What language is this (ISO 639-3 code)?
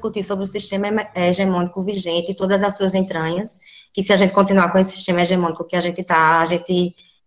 por